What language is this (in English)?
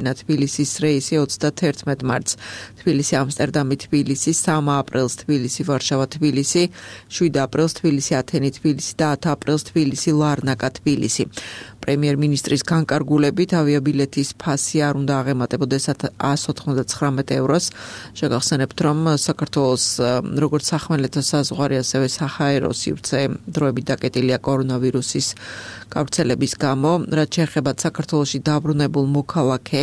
Georgian